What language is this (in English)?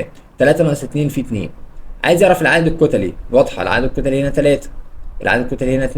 Egyptian Arabic